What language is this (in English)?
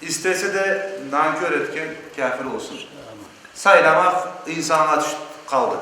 Crimean Tatar